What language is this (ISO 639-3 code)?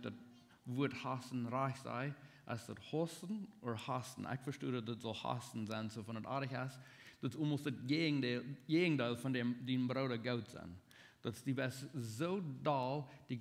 pdt